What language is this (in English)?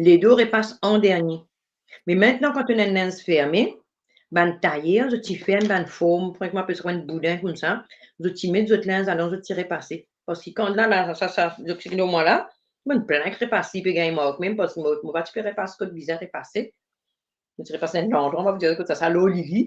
Morisyen